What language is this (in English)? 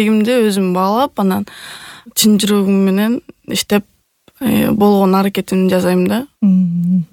Kyrgyz